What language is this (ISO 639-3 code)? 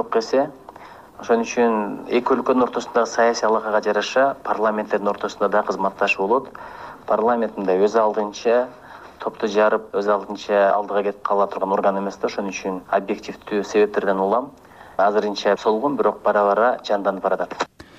kir